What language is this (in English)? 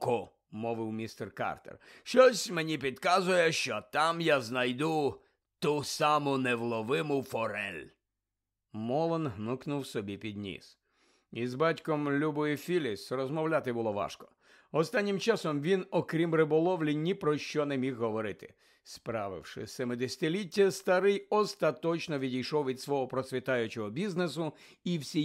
Ukrainian